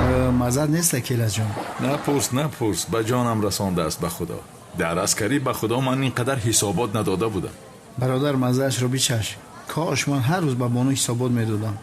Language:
Tajik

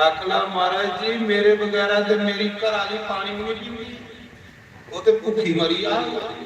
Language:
Dogri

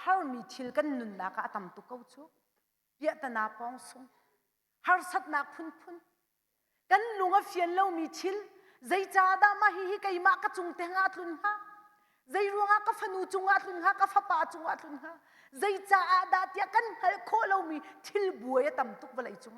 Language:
Hakha Chin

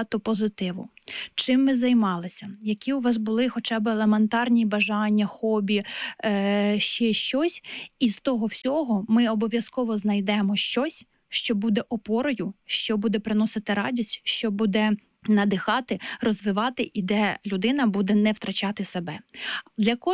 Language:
Ukrainian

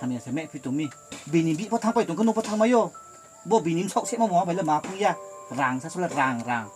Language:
Riang (India)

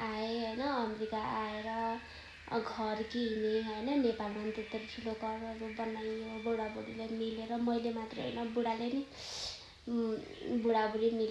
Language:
Nepali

